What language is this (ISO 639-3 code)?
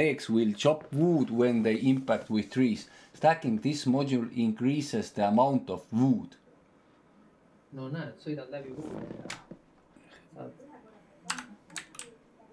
est